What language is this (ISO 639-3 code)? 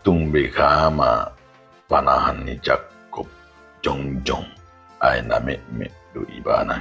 bbc